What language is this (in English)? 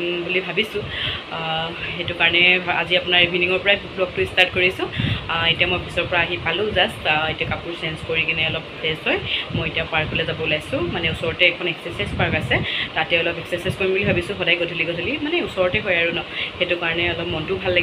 Assamese